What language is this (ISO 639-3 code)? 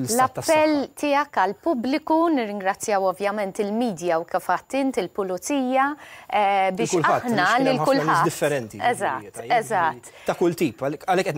mlt